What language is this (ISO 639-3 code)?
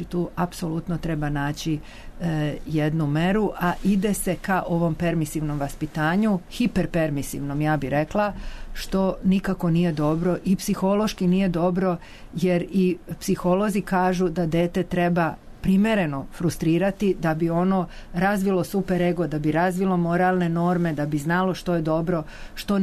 srp